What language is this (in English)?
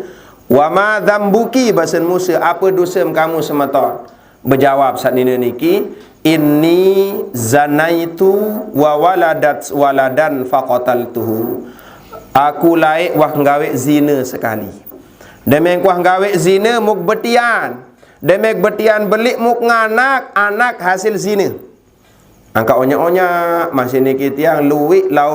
Sasak